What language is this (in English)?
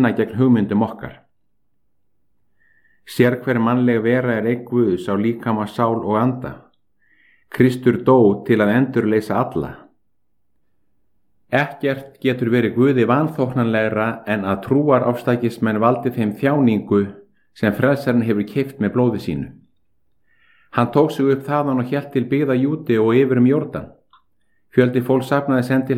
Icelandic